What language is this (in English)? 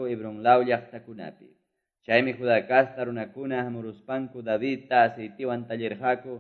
Quechua